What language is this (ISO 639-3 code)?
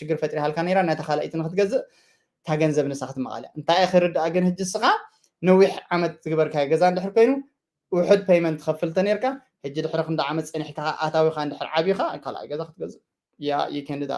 tir